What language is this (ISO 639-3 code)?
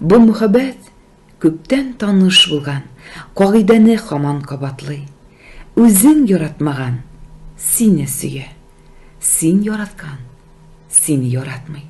tat